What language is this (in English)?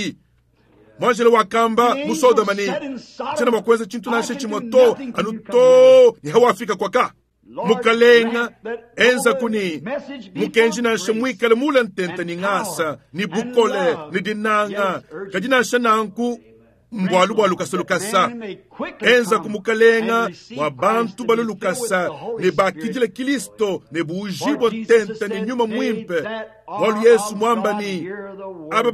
Luba-Lulua